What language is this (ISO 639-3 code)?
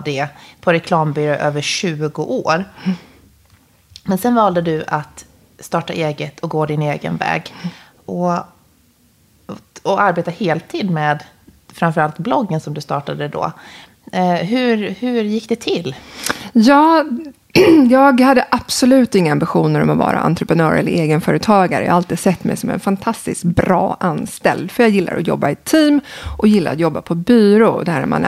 swe